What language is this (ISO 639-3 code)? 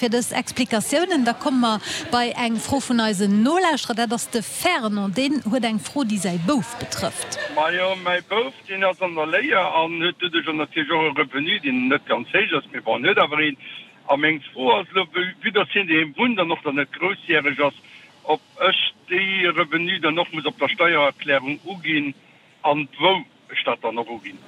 ltz